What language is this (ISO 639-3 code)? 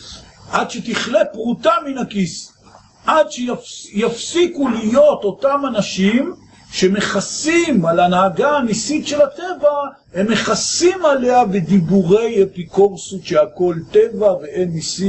heb